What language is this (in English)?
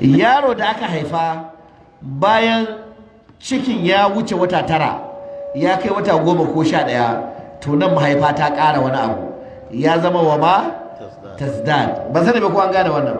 Hausa